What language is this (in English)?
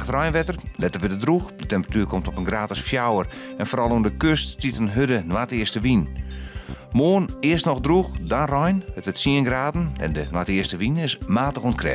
Western Frisian